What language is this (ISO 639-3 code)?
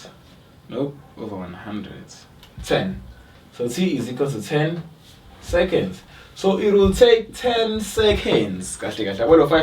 zul